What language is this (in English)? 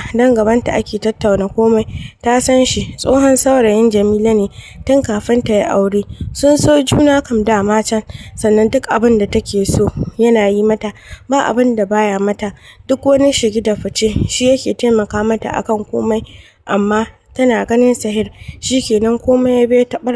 Hausa